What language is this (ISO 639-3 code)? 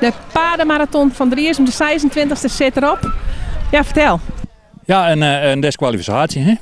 fry